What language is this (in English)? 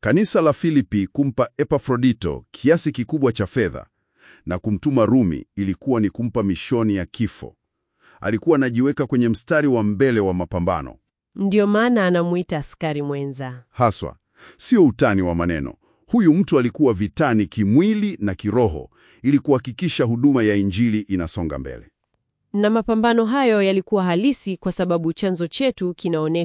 Swahili